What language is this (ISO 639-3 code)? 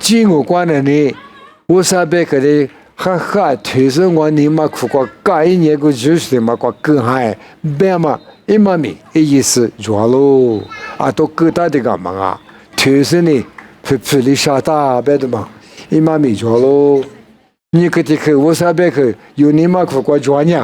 lis